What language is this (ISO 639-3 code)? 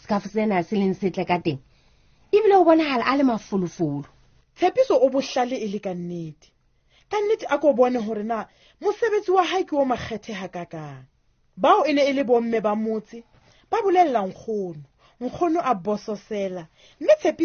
sot